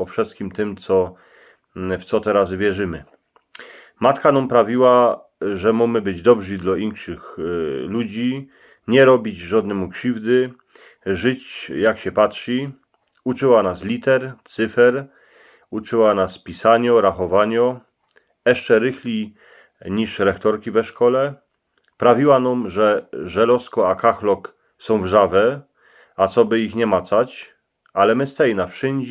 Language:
Silesian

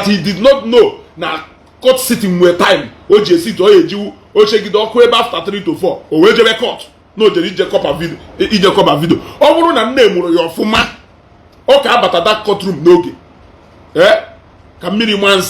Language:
Igbo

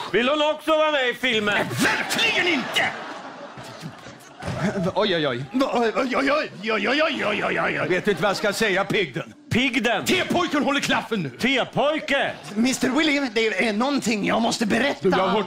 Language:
Swedish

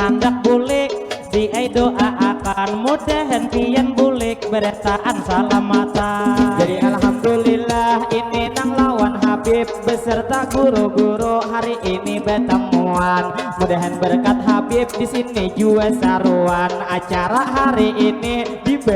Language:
Banjar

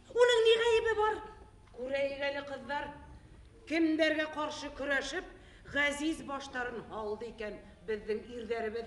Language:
Bashkir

